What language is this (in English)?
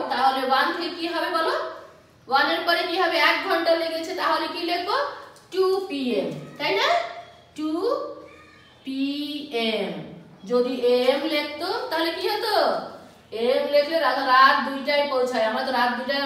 Bangla